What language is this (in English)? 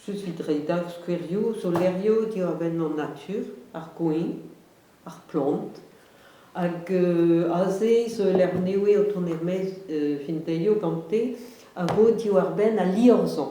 Breton